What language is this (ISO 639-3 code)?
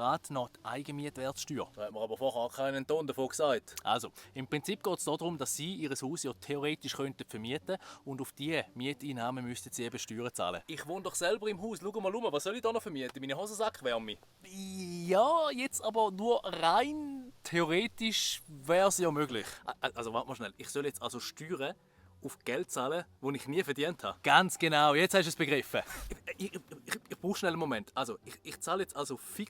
gsw